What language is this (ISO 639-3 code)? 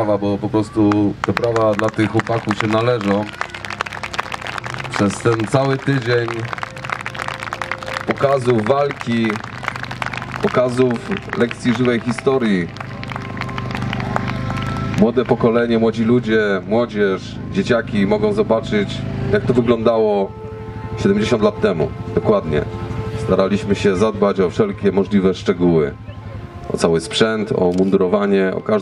pol